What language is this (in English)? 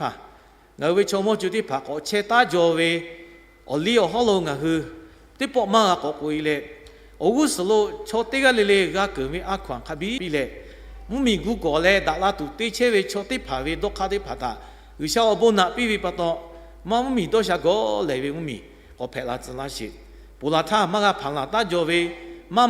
Lahu